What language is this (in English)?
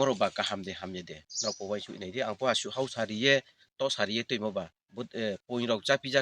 Kok Borok